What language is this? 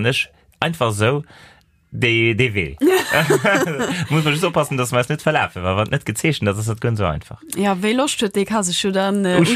Luxembourgish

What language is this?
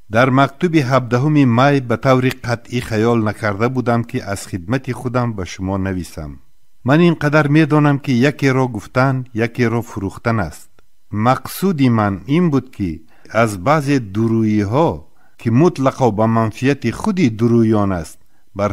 Tajik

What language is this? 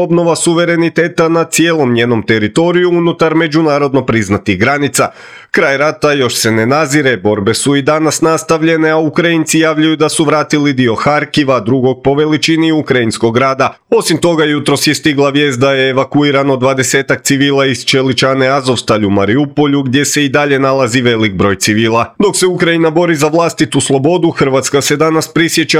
Croatian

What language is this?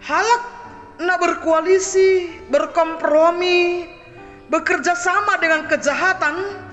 Batak Simalungun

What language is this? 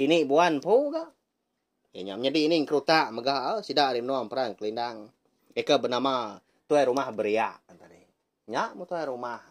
Iban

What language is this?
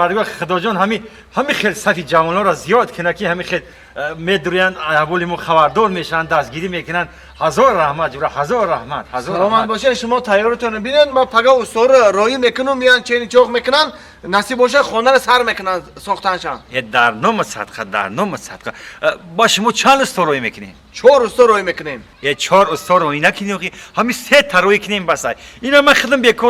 Tajik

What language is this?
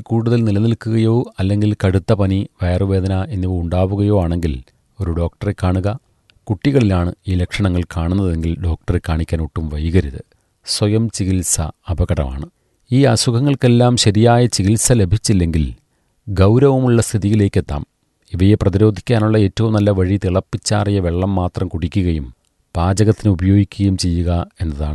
Malayalam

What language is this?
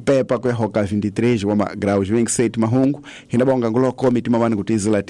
Tsonga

